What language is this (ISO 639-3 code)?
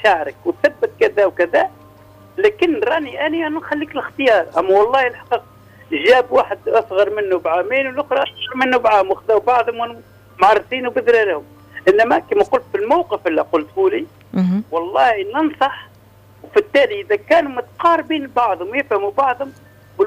aeb